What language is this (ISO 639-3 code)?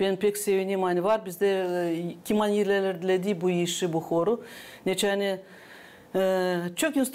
gag